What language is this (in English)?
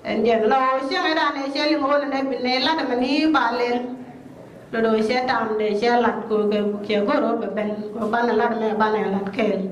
Nuer